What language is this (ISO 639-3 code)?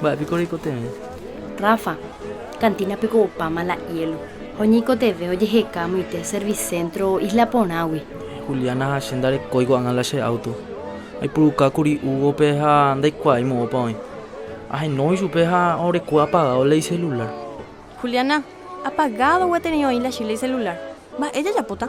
grn